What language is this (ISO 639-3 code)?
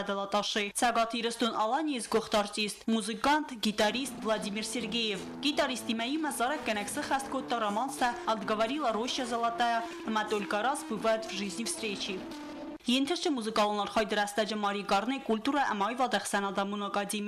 oss